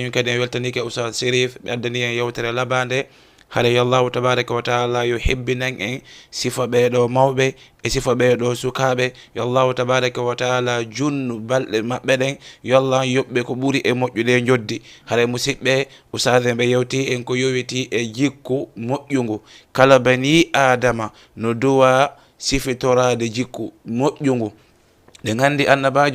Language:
Fula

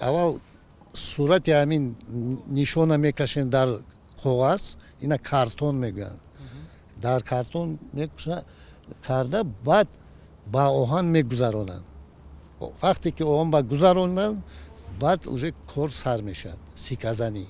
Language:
Tajik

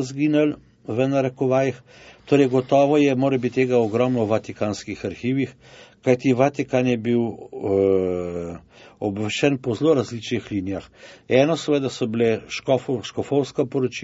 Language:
Slovenian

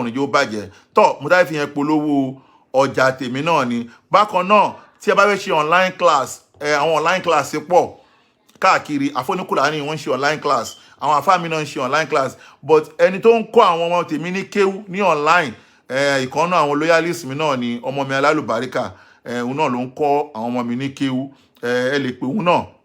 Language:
Yoruba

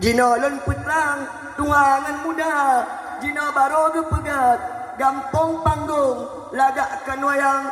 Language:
Achinese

